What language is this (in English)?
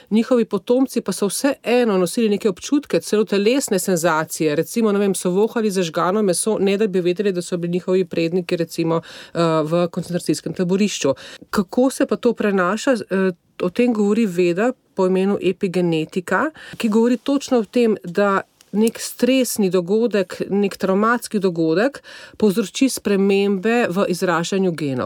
Slovenian